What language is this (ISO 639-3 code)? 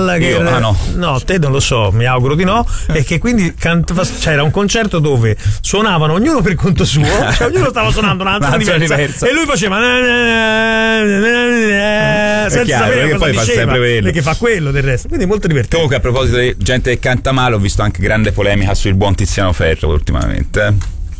ita